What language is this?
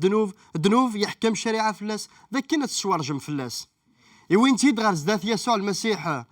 Kabyle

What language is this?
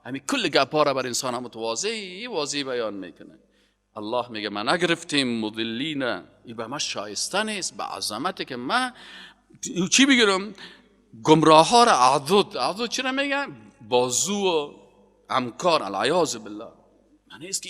Persian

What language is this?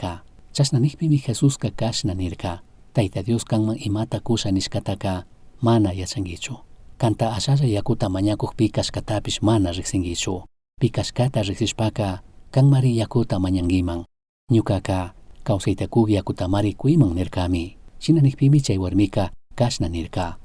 Chimborazo Highland Quichua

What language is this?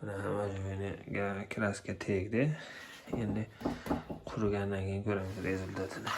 Uzbek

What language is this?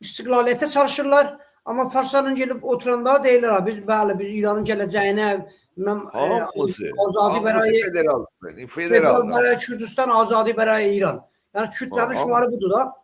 South Azerbaijani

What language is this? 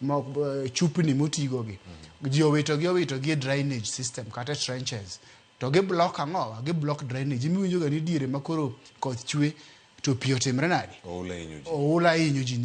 Luo (Kenya and Tanzania)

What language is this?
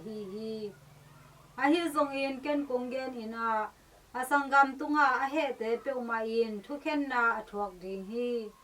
Tedim Chin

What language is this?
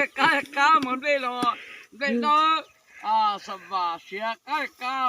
Hmong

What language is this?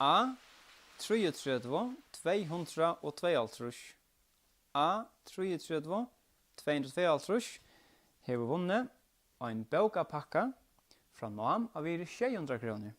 Faroese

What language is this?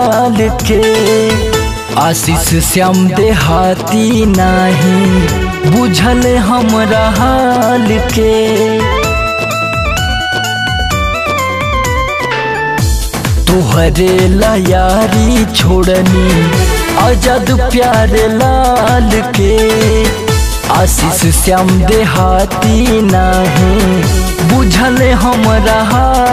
Bhojpuri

